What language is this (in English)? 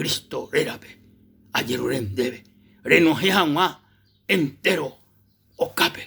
Guarani